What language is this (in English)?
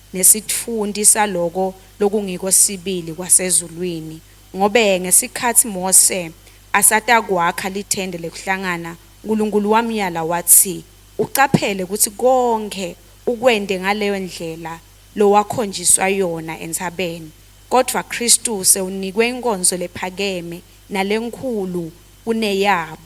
Swati